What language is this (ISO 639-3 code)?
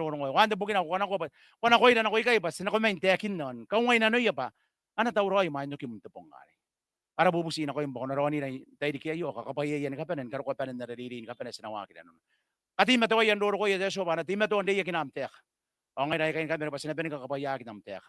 gil